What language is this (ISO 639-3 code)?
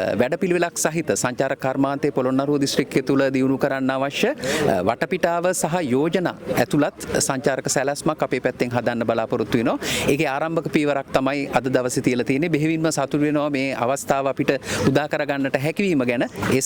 sin